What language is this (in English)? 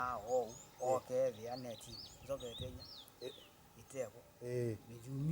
Kamba